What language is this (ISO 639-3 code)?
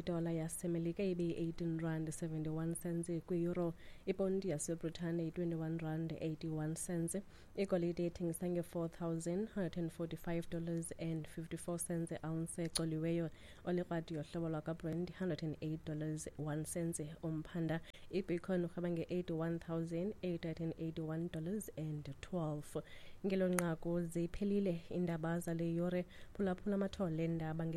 xho